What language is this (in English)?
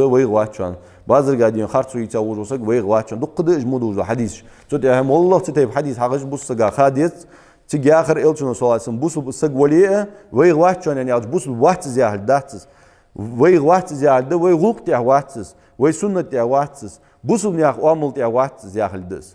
Ingush